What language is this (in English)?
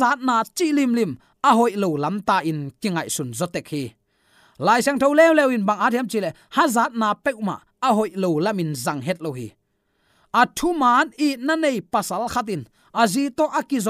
Tedim Chin